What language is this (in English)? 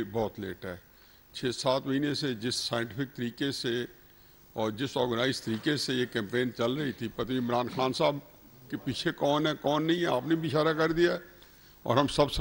Urdu